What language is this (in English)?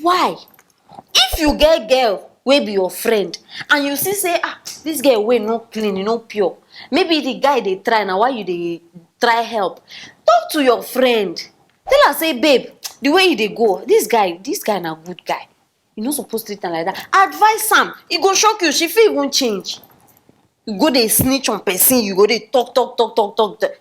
Nigerian Pidgin